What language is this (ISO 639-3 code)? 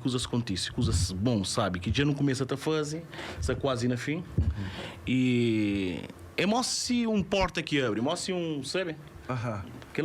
kea